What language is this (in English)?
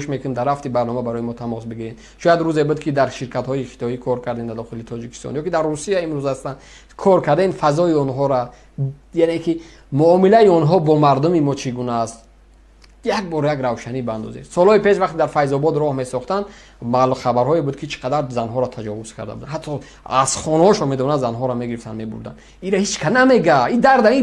Tajik